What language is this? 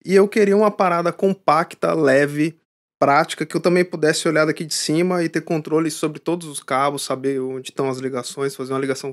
Portuguese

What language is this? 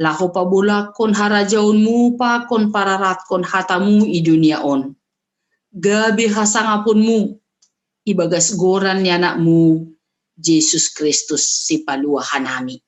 Batak Simalungun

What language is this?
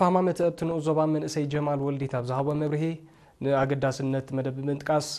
Tigrinya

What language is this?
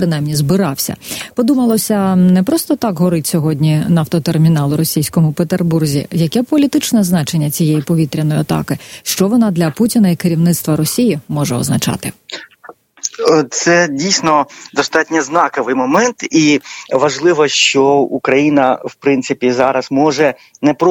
Ukrainian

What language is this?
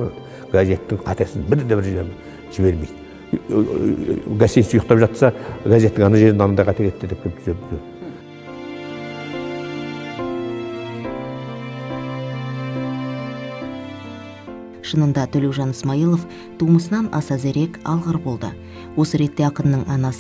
Kazakh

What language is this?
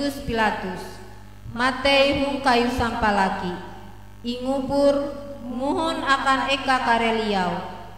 Ngaju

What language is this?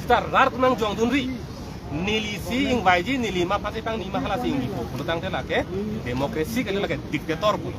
Karbi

